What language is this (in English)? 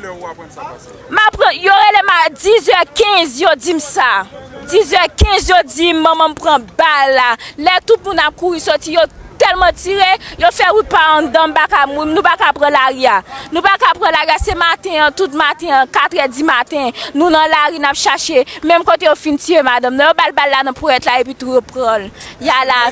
Haitian Creole